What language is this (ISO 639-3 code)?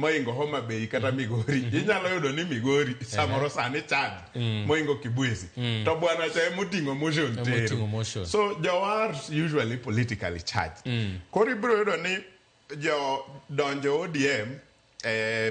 luo